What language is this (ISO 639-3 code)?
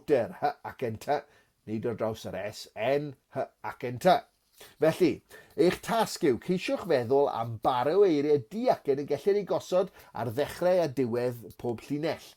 cym